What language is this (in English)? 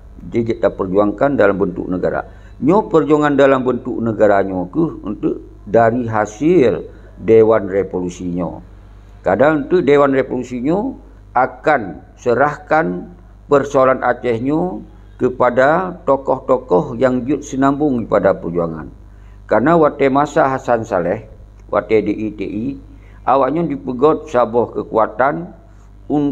Achinese